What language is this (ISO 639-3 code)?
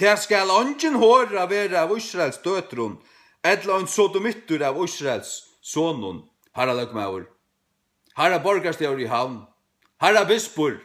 fao